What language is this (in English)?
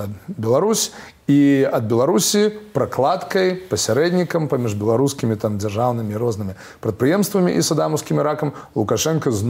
Belarusian